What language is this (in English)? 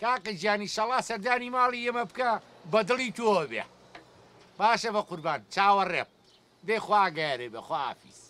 Central Kurdish